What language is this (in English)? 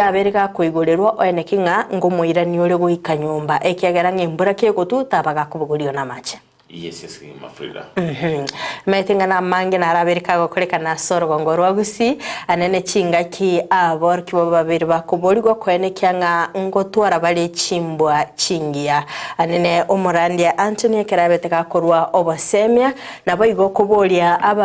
Gusii